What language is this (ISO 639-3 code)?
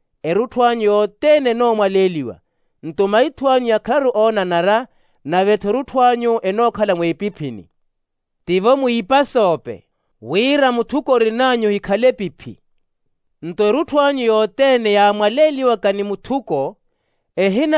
vmw